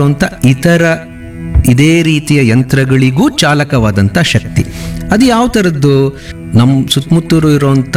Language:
Kannada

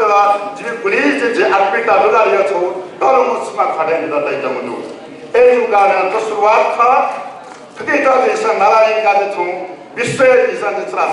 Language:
Newari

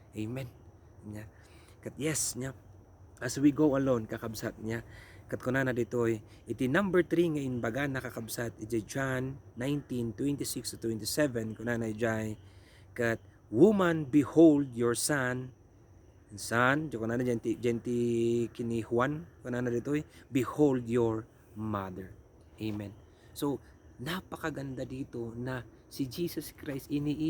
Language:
Iloko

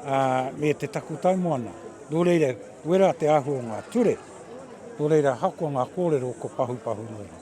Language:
Māori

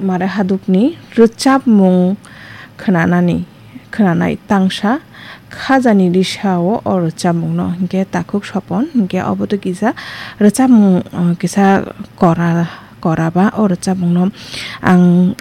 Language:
Kok Borok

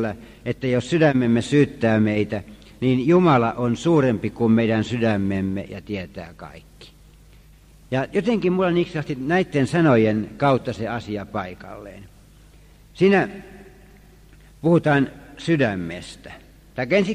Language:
Finnish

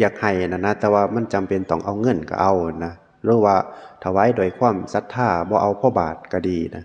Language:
Northeastern Thai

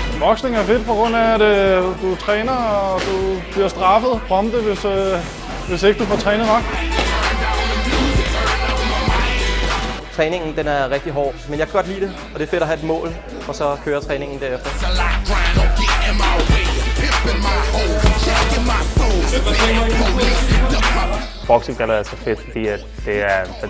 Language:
Danish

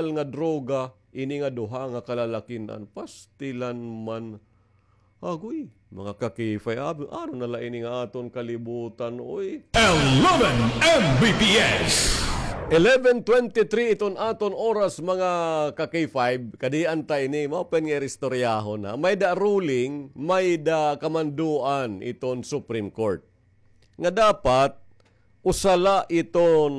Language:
Waray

